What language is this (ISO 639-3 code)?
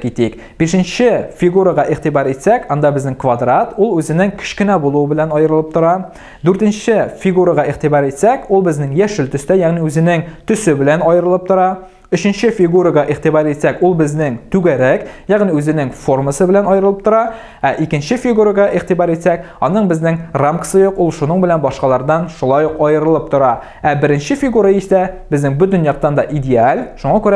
tat